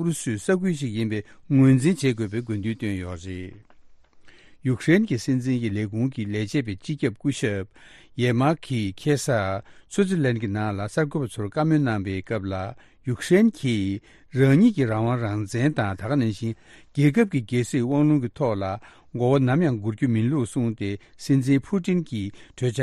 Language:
Tibetan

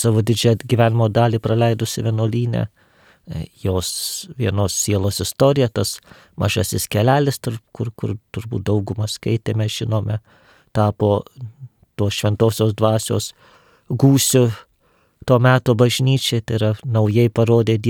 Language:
Lithuanian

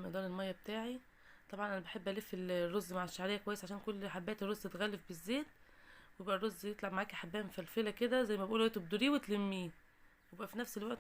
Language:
Egyptian Arabic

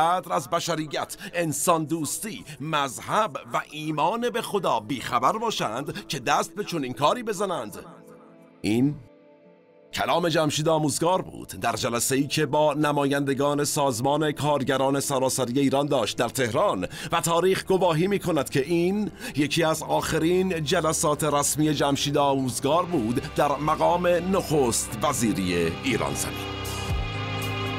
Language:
Persian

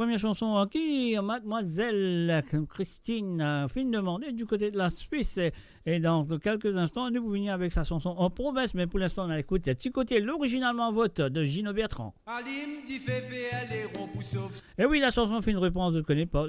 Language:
Morisyen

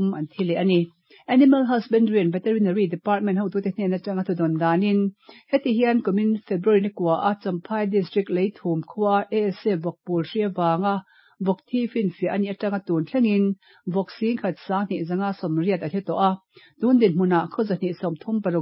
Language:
Mizo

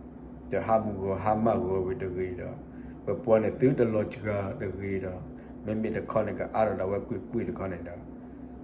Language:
S'gaw Karen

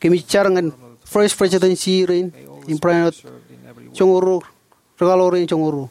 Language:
Marshallese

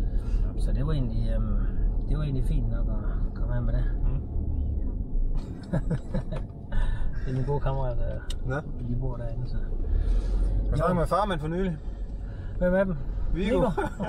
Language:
Danish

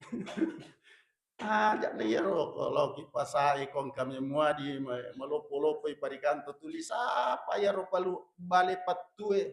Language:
Buginese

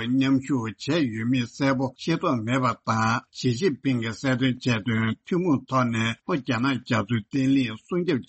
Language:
Tibetan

